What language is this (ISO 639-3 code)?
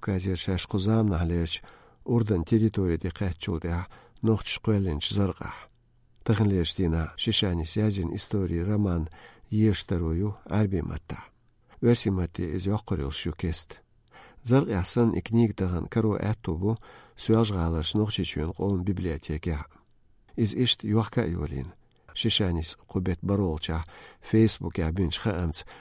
che